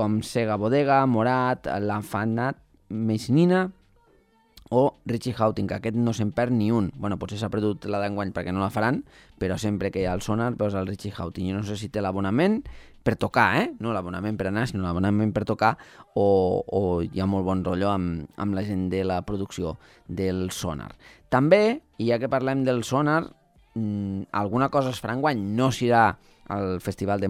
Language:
Catalan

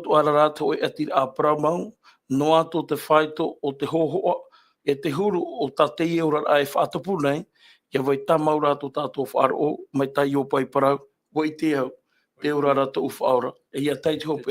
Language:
Tahitian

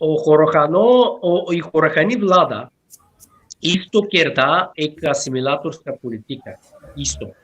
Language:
Balkan Romani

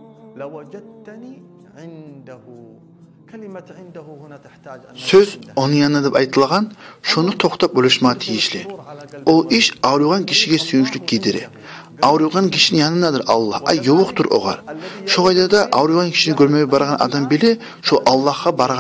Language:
Kumyk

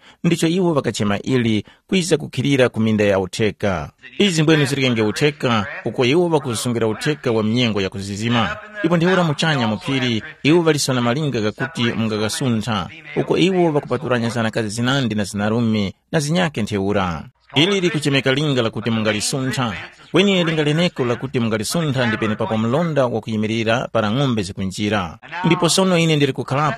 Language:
Tumbuka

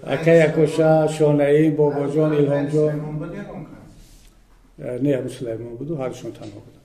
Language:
Tajik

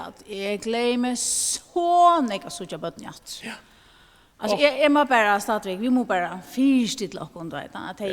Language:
Faroese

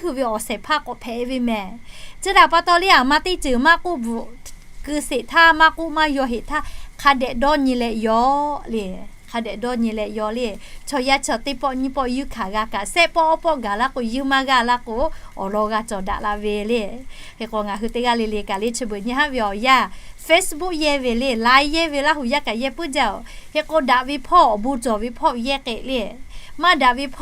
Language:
Lahu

